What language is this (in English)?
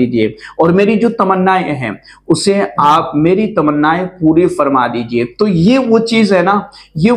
Urdu